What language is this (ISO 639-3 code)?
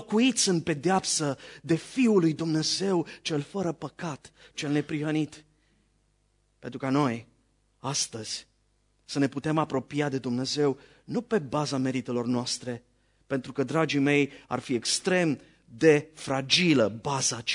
ron